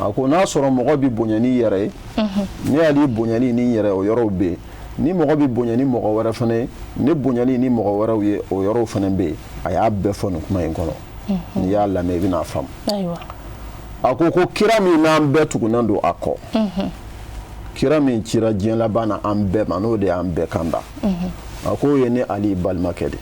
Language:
Bambara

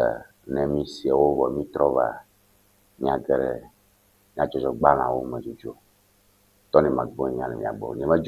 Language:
Ewe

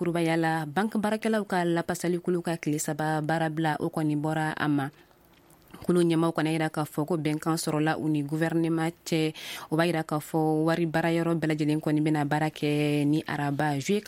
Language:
Bambara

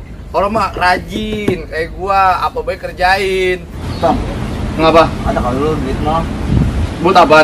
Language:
Betawi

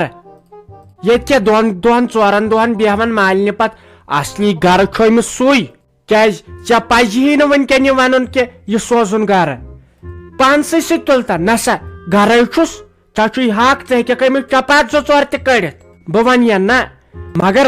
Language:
Kashmiri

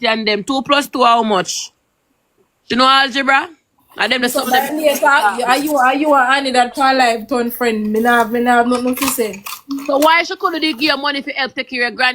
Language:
Jamaican Creole English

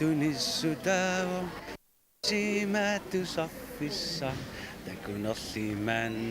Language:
Kalaallisut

